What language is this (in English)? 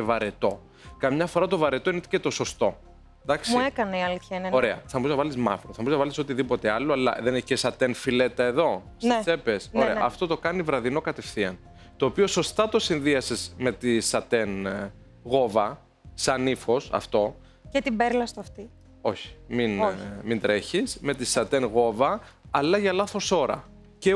Greek